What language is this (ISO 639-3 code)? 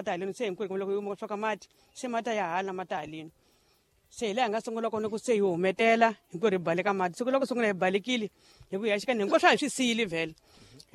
tso